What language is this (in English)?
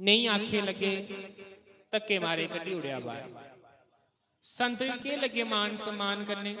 Dogri